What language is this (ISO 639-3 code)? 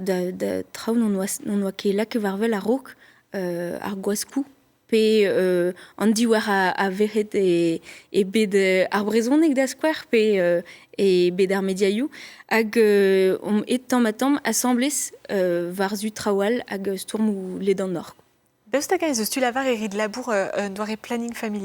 bre